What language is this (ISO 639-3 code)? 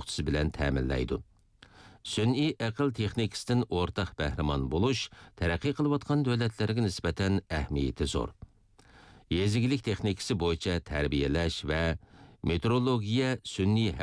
uig